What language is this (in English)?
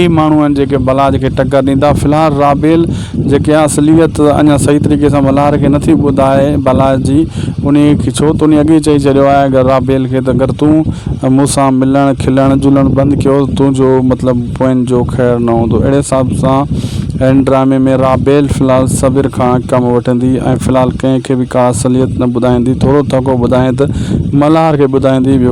Sindhi